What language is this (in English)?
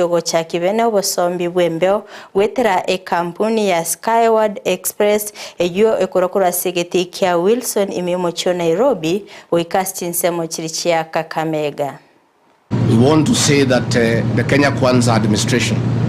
Gusii